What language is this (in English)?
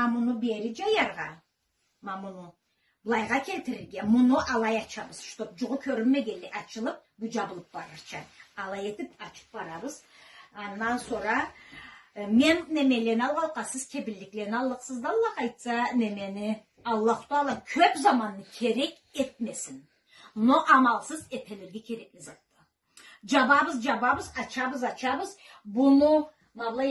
Karachay-Balkar